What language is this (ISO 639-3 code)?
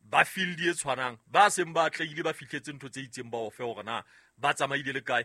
sot